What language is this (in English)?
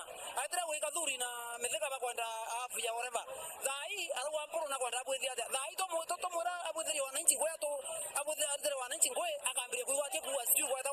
Meru